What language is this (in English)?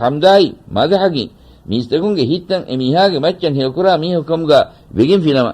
Divehi